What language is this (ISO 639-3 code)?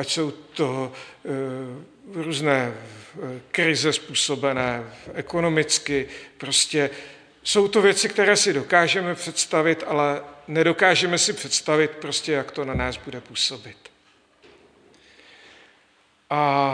ces